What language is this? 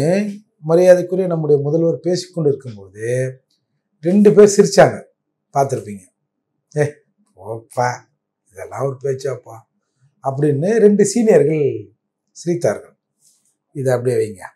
Tamil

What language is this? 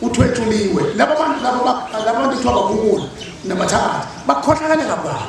Zulu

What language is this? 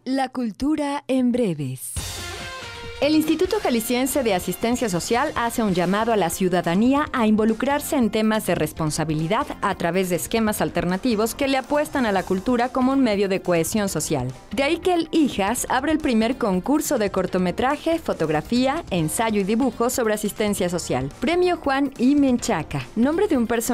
Spanish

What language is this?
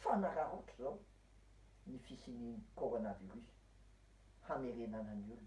Malagasy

